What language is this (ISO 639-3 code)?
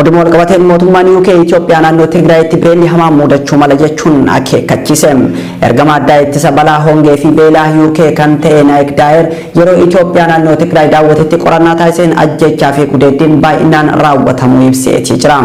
orm